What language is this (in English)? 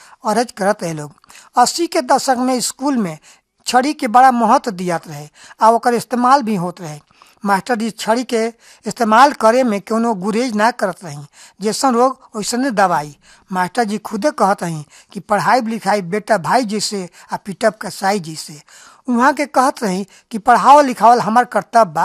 Bhojpuri